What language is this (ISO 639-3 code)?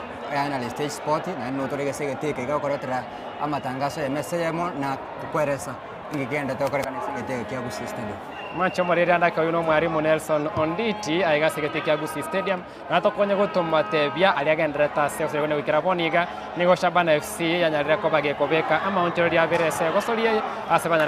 guz